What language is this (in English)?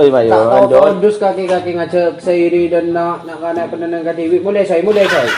Madurese